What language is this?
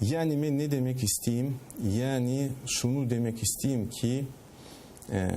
Crimean Tatar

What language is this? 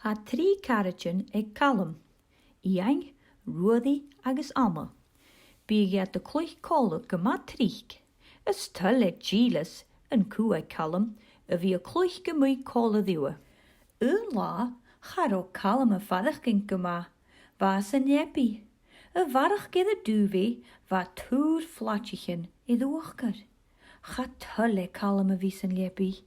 Scottish Gaelic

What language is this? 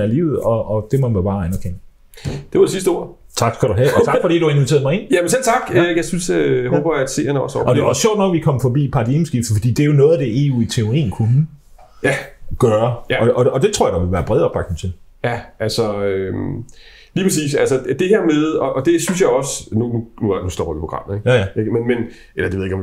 Danish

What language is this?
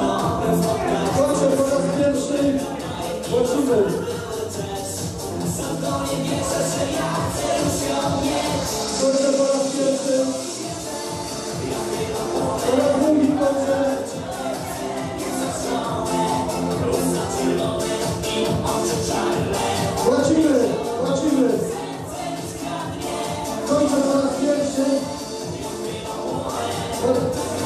Polish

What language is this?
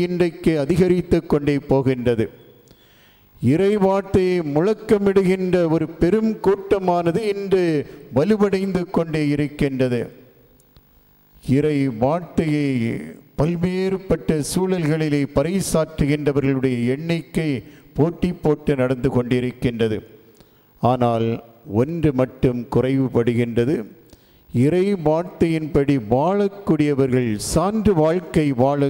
Tamil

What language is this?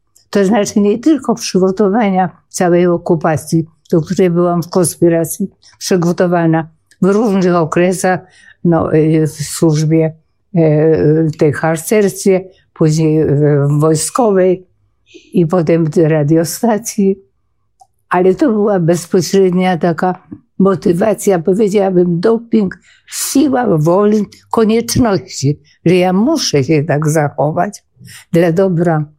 Polish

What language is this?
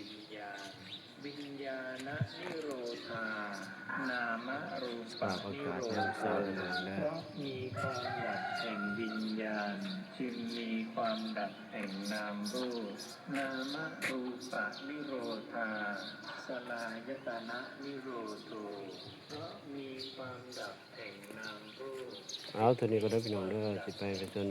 Lao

